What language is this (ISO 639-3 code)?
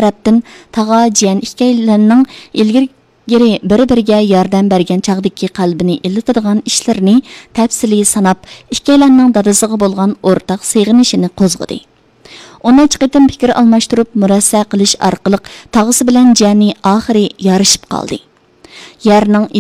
uig